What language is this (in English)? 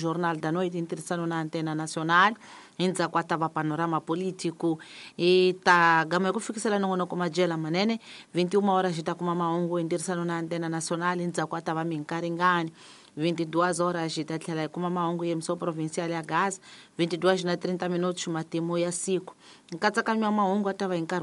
Tsonga